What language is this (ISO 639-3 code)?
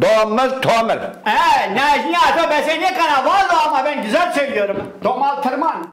zza